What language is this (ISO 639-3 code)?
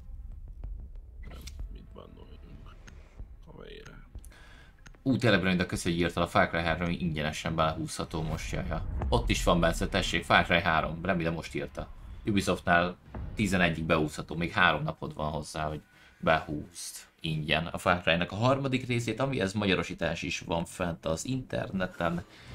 hun